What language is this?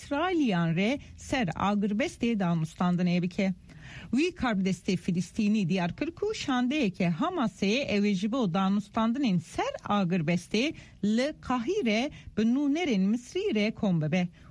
Kurdish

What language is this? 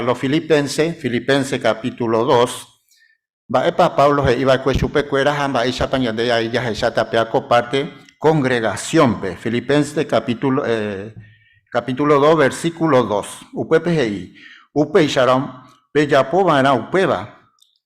Guarani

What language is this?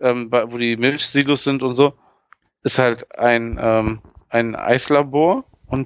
German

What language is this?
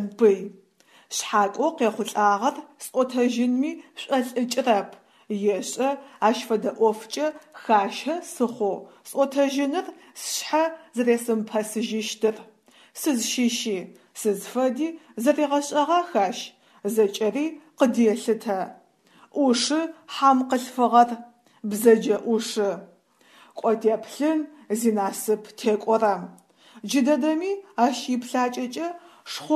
Adyghe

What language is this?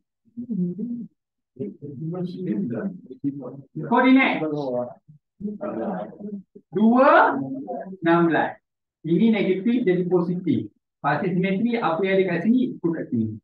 Malay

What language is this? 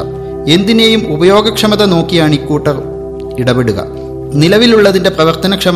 Malayalam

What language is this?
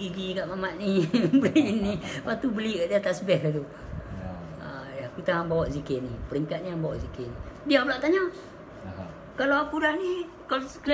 Malay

